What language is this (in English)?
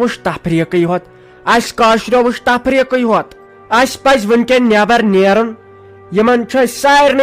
Kashmiri